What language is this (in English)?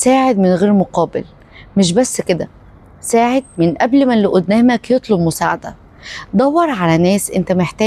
Egyptian Arabic